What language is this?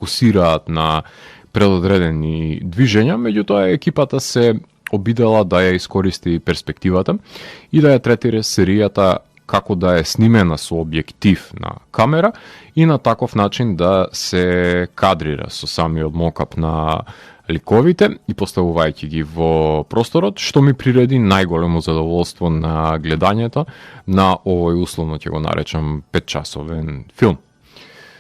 Macedonian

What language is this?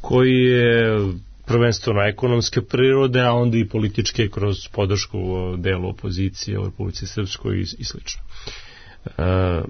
Serbian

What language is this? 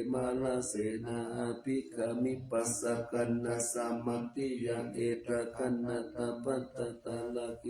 Pali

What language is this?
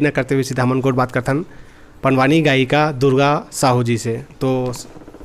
Chhattisgarhi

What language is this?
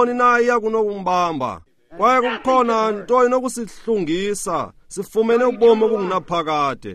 Xhosa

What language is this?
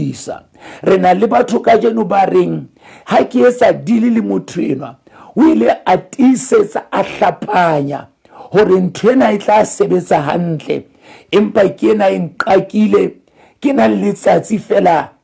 Southern Sotho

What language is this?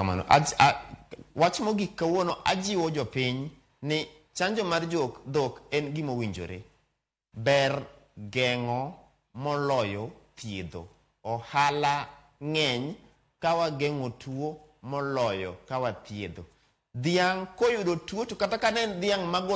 Luo (Kenya and Tanzania)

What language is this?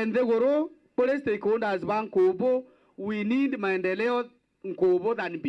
Meru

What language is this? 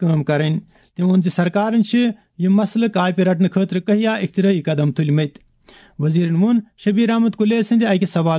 Kashmiri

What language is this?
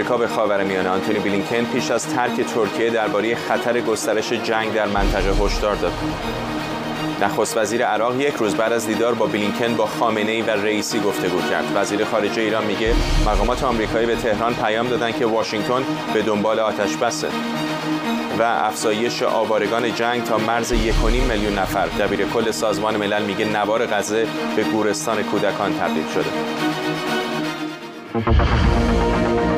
Persian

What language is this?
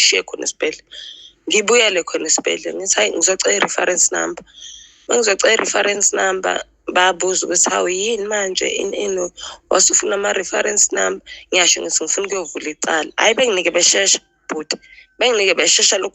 Zulu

